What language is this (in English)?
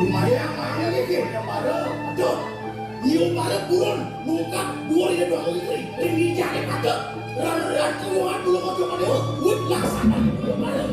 Balinese